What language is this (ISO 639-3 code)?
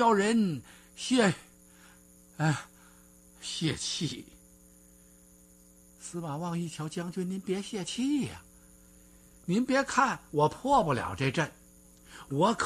zho